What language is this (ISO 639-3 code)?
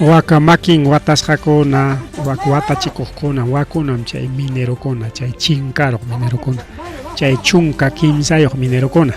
quy